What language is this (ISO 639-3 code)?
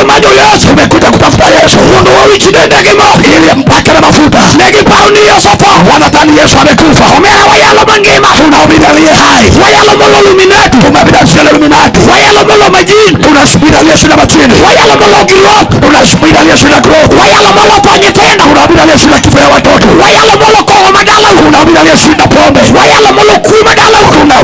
luo